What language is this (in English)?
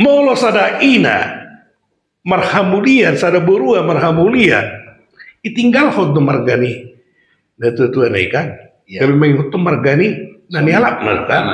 Batak Toba